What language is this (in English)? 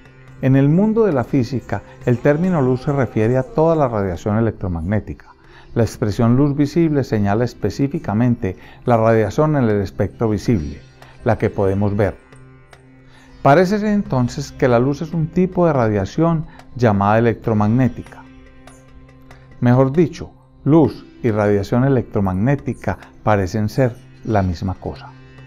Spanish